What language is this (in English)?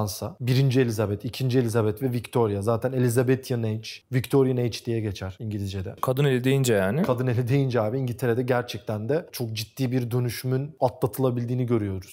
Turkish